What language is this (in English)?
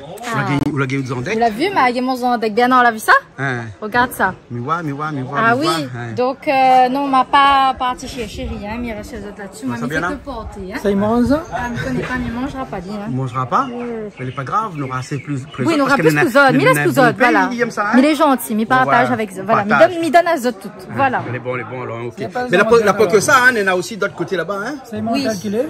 Réunion Creole French